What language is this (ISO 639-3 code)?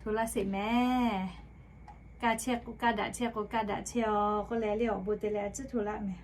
lhu